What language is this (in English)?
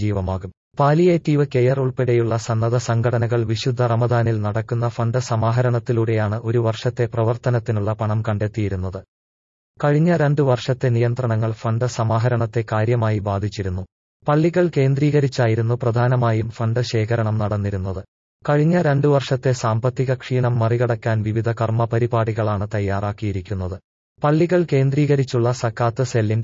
Malayalam